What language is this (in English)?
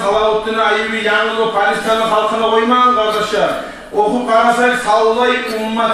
Kumyk